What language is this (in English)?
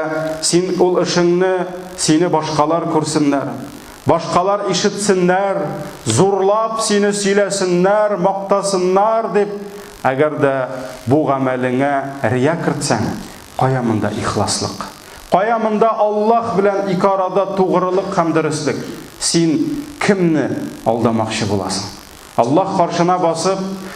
Tatar